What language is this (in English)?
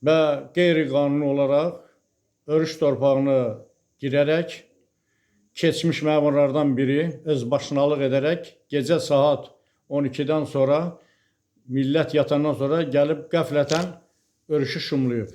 Azerbaijani